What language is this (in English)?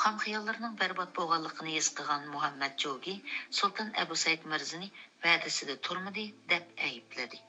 Uyghur